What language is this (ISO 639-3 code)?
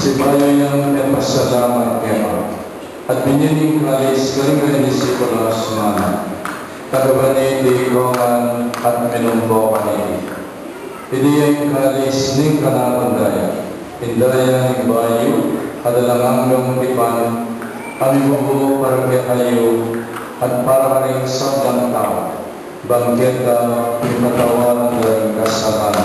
pam